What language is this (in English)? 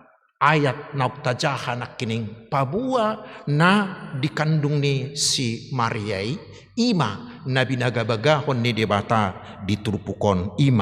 Batak Toba